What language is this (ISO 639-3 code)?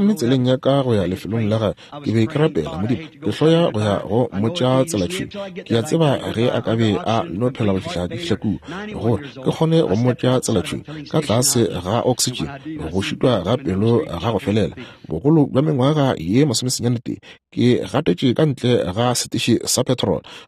nso